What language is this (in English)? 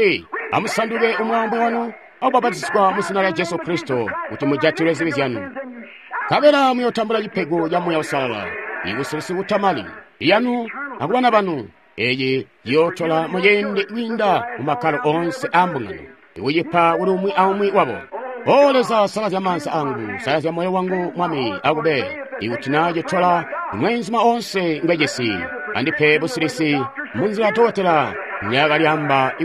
Tonga (Zambia)